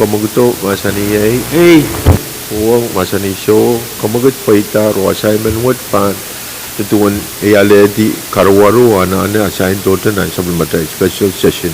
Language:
Pohnpeian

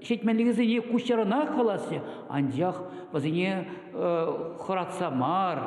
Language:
Chuvash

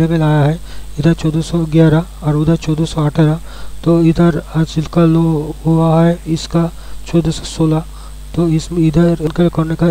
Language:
Hindi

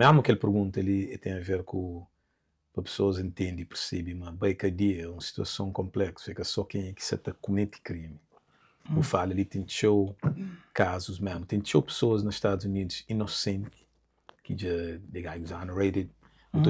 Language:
Kabuverdianu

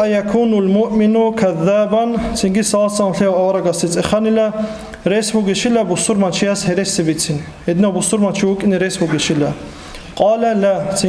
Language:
Avaric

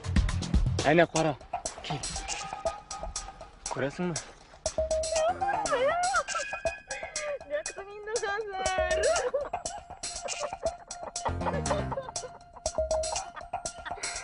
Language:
Tatar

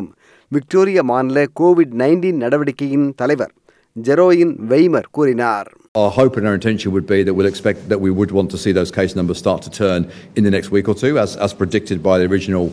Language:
Tamil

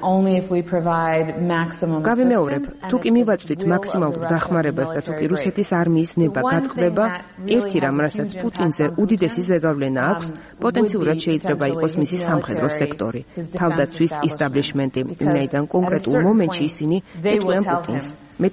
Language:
Georgian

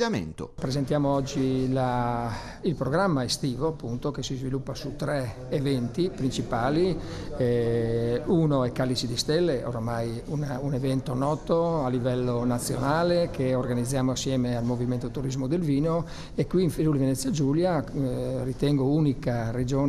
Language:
Italian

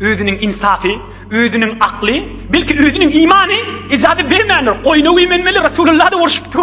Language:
Turkmen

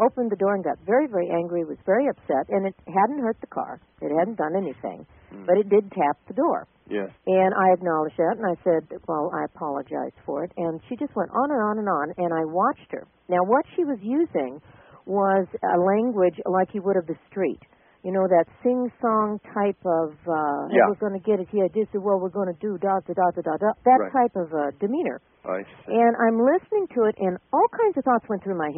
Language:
English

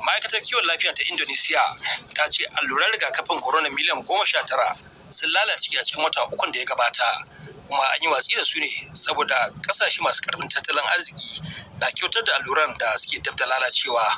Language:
Hausa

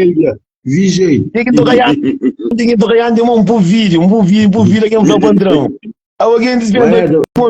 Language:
Kabuverdianu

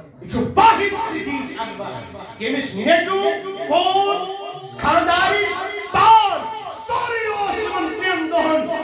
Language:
Kashmiri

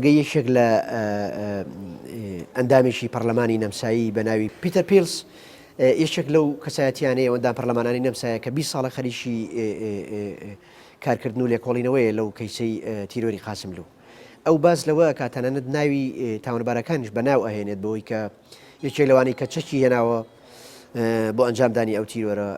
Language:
Central Kurdish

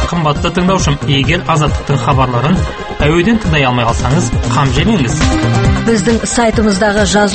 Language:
Kazakh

